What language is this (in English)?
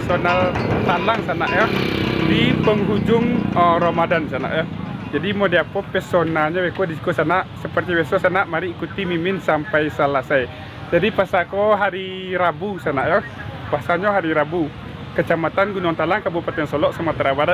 Minangkabau